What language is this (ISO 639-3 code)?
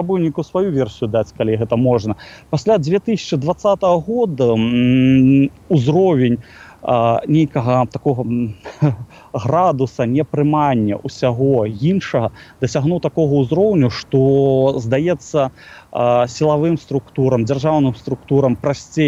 bel